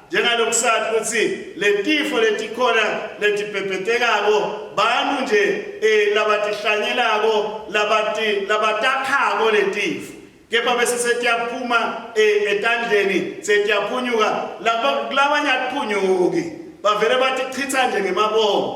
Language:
Swati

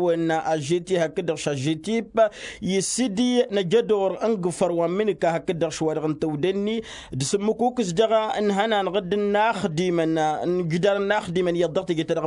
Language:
Tamasheq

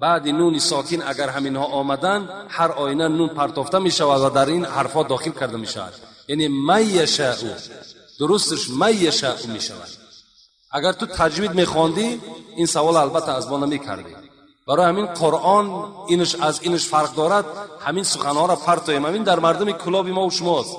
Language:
Tajik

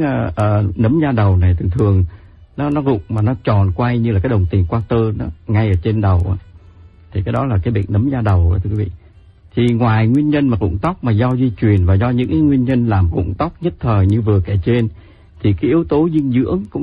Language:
Vietnamese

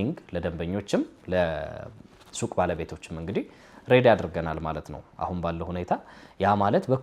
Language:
Amharic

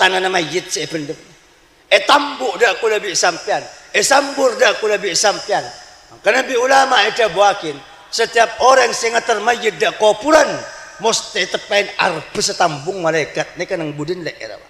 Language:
Madurese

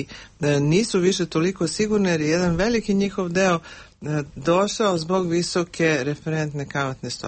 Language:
Serbian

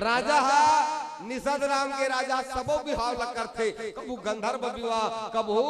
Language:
Chhattisgarhi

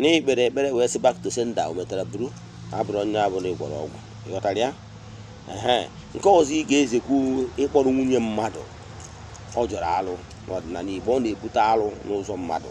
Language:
Igbo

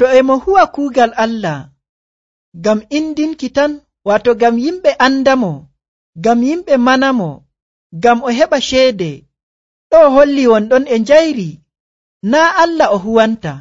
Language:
Nigerian Fulfulde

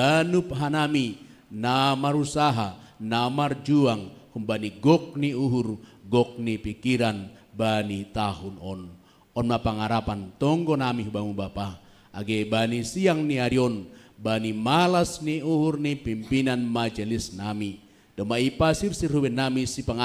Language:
Batak Simalungun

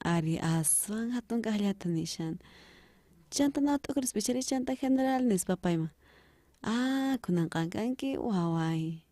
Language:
South Bolivian Quechua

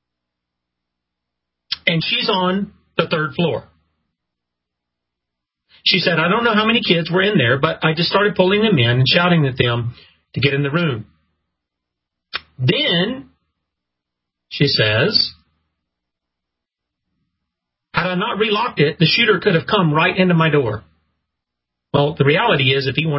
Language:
English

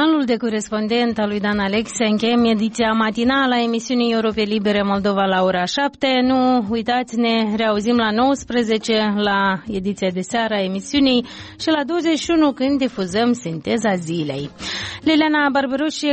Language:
Romanian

